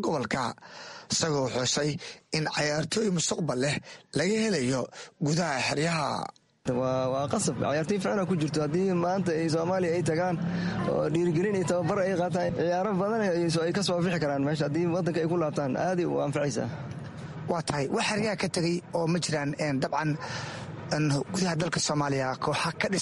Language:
Somali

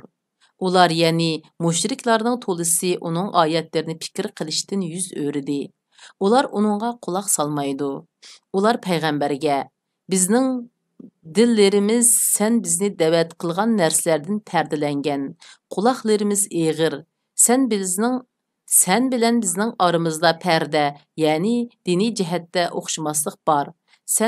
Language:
Uyghur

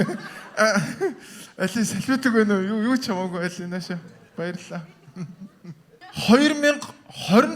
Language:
Mongolian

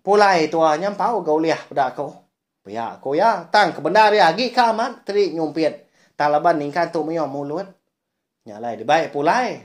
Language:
Iban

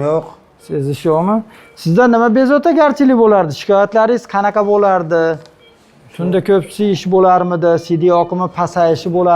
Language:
Uzbek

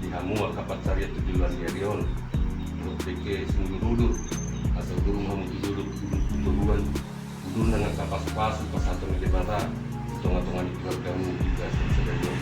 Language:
Batak Toba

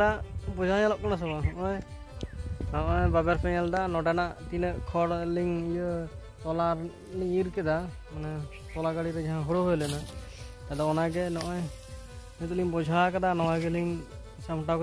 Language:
Santali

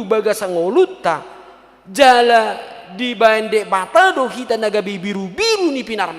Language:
Batak Toba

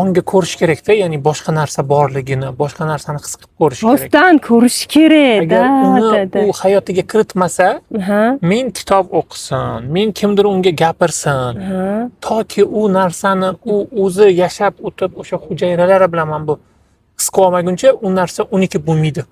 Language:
Uzbek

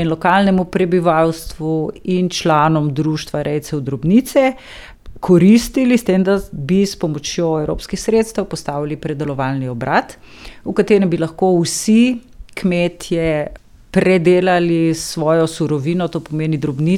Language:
Slovenian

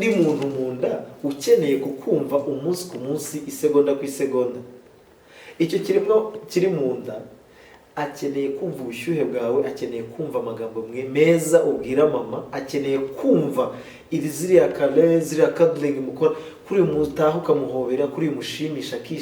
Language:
Kinyarwanda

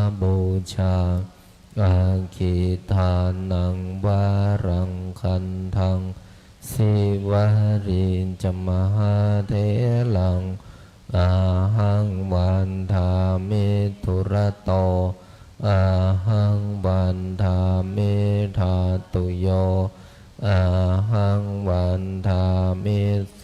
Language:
Pali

